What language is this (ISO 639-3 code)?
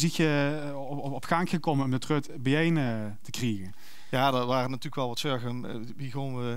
lim